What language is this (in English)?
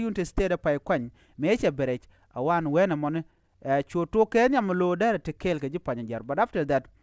Nuer